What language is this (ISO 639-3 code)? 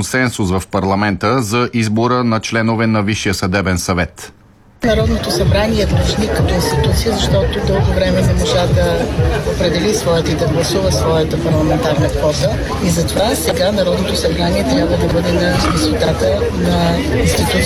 bul